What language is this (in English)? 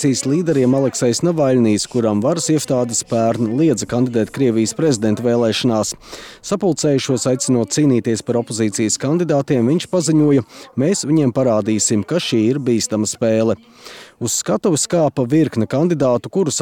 Latvian